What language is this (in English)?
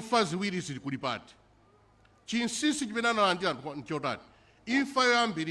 Nyanja